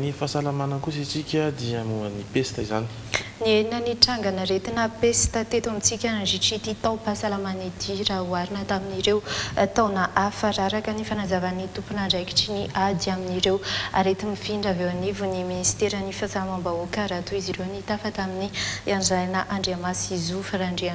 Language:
Malagasy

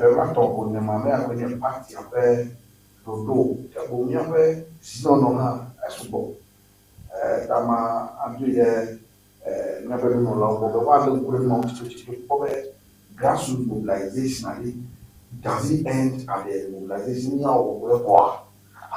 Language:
Ewe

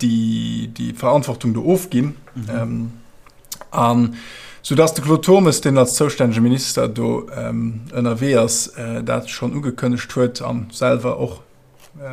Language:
Luxembourgish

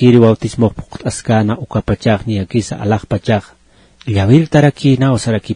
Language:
Aymara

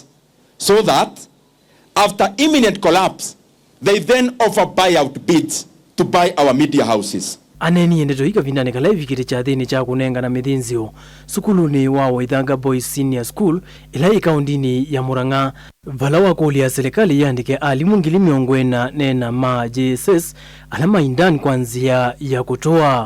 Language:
Kamba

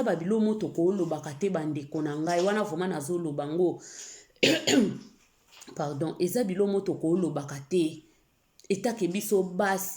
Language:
Lingala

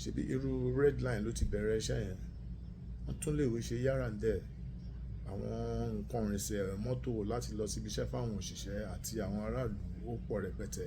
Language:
Yoruba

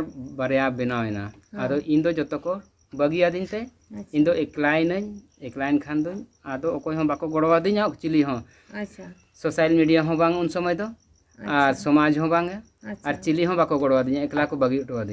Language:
Santali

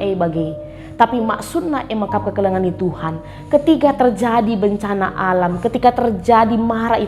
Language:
Batak Karo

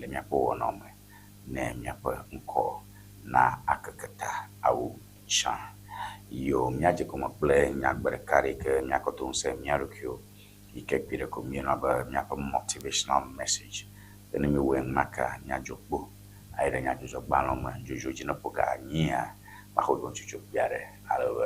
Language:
Ewe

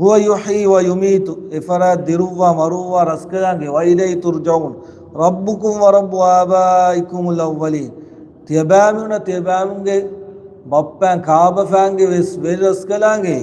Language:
Divehi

